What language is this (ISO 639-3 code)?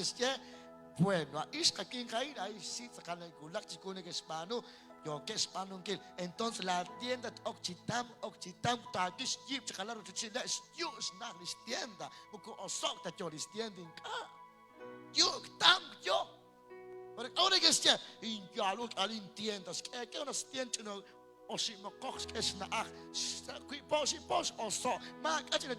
kek